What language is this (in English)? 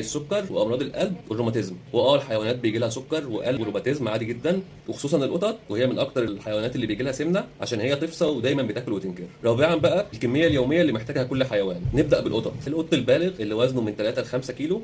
Egyptian Arabic